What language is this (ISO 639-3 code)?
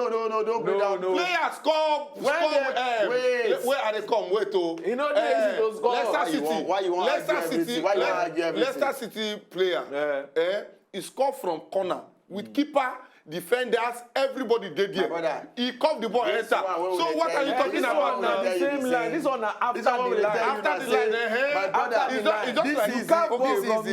pcm